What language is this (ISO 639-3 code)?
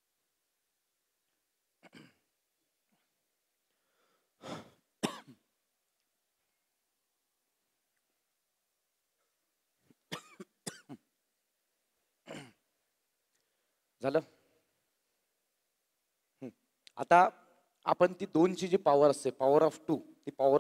mar